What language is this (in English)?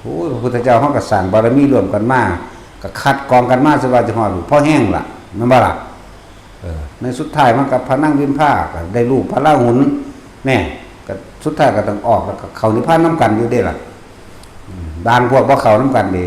Northeastern Thai